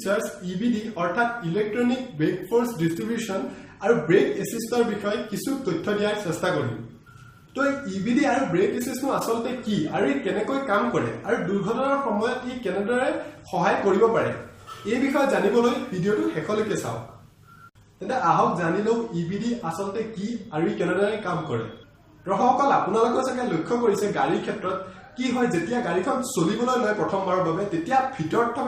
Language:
Assamese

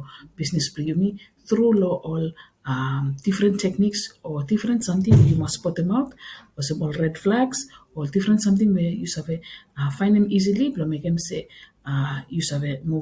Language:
Bislama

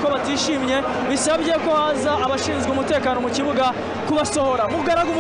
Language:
Kinyarwanda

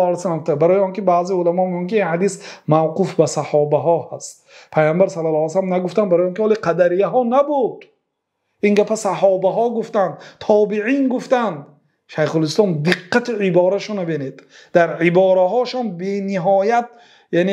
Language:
Persian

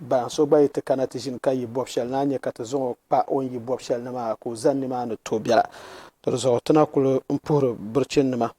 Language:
Dagbani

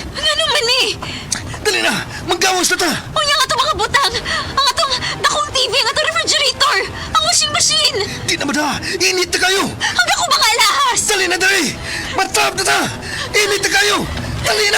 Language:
Cebuano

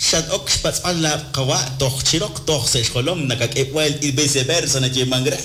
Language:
Kekchí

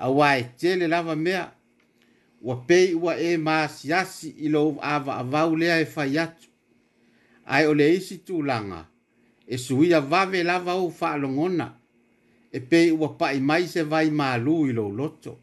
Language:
Samoan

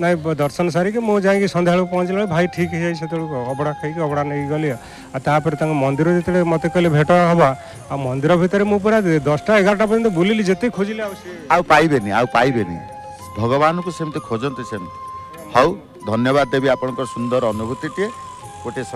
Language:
Odia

